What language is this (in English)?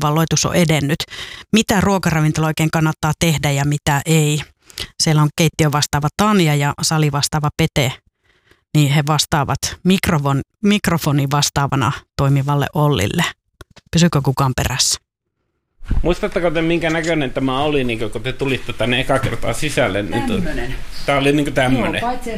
Finnish